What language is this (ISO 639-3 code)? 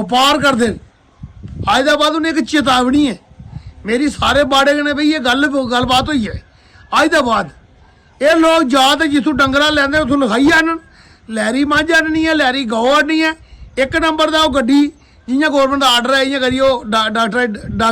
doi